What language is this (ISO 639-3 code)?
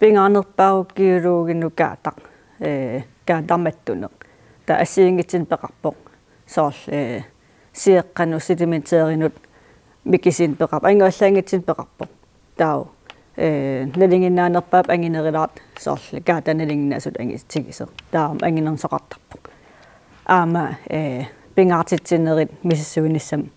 kal